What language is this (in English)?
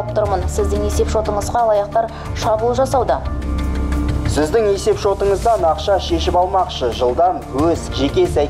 Kazakh